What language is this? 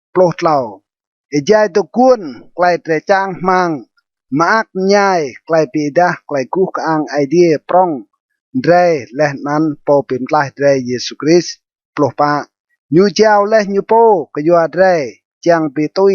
Rade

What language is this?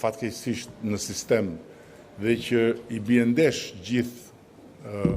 Albanian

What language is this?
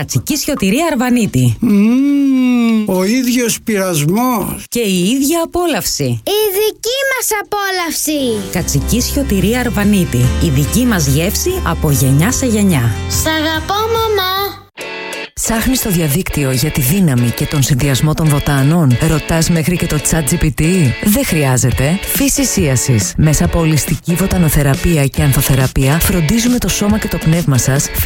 Greek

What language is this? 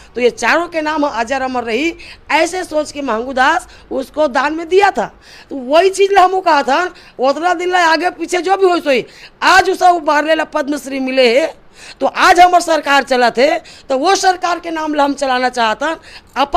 Chhattisgarhi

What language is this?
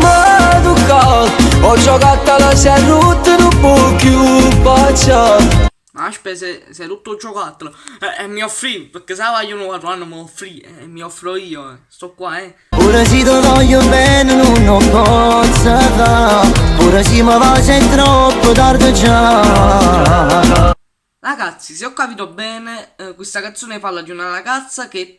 Neapolitan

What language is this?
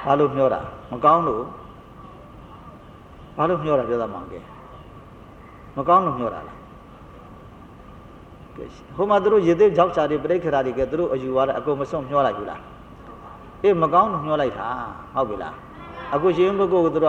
Burmese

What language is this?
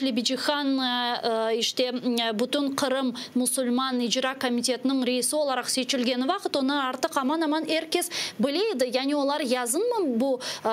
Crimean Tatar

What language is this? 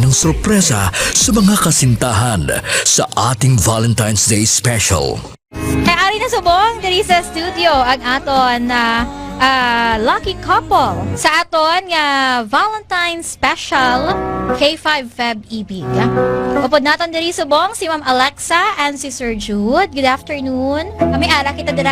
Hiligaynon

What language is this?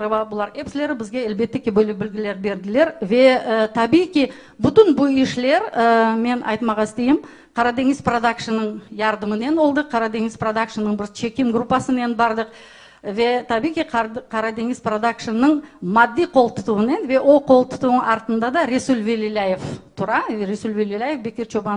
Crimean Tatar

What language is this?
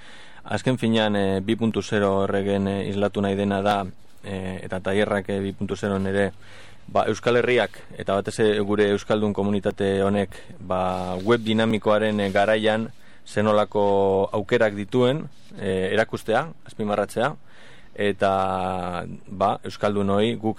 Basque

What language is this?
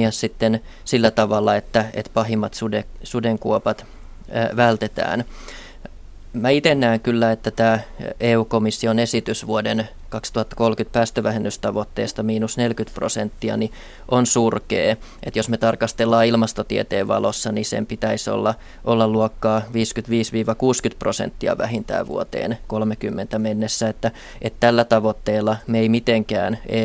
Finnish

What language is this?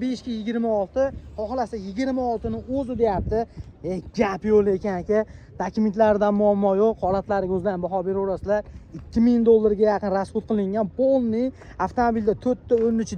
Uzbek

